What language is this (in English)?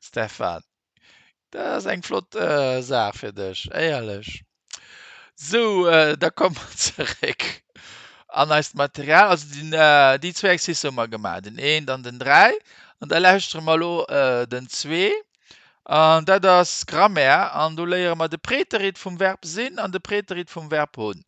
Luxembourgish